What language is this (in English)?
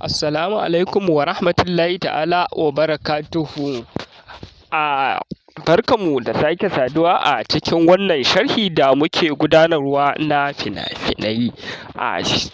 Hausa